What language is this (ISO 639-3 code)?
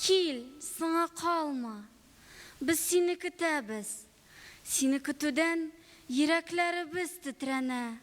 tat